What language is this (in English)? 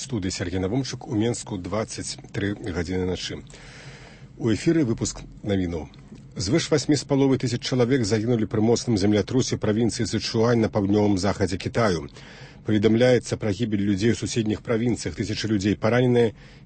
Belarusian